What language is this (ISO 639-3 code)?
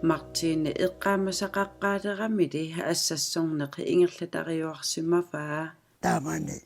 kal